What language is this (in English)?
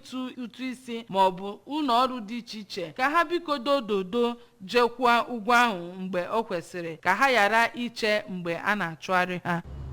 Igbo